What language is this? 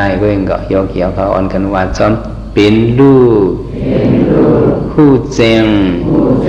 Shan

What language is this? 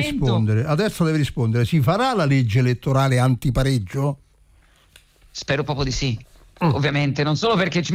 Italian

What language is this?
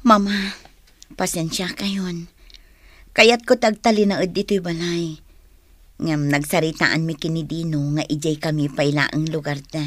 Iloko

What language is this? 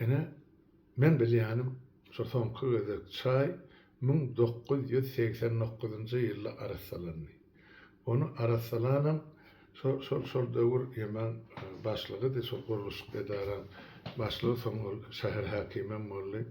Turkmen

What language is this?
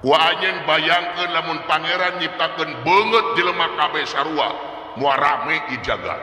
Sundanese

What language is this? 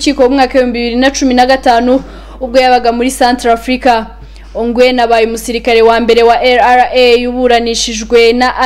Kinyarwanda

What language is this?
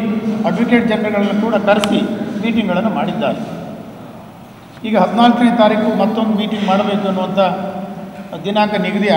Kannada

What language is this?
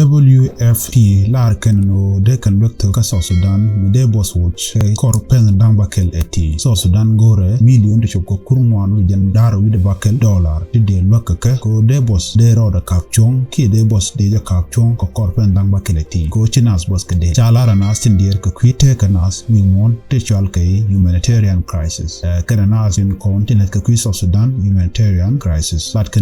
Nuer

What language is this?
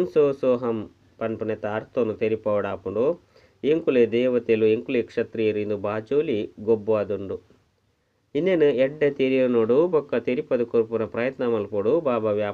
Tulu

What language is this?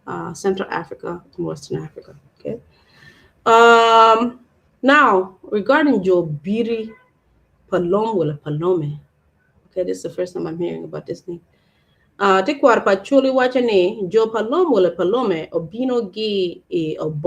Acoli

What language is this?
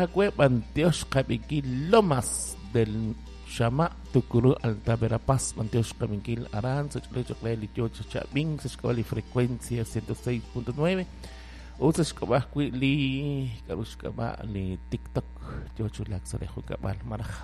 Kekchí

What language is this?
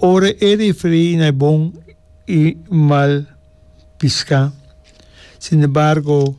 Papiamento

